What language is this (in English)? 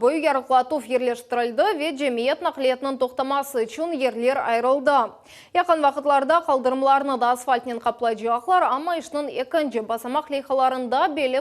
Crimean Tatar